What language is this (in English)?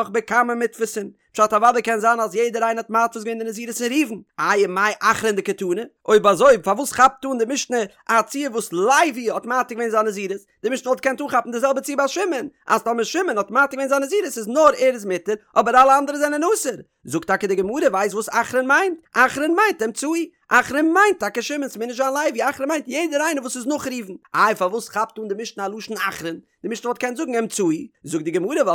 Yiddish